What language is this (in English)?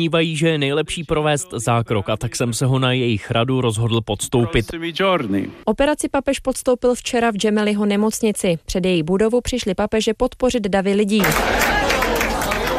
Czech